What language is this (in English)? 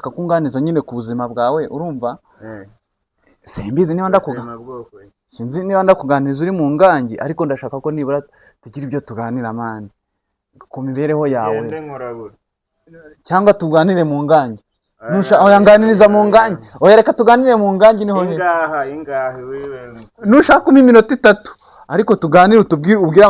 Kinyarwanda